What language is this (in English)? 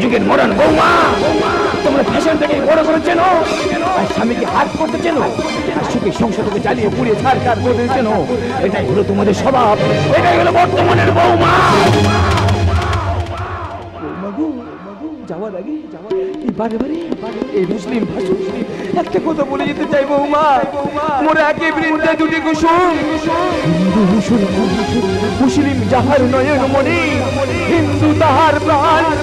Bangla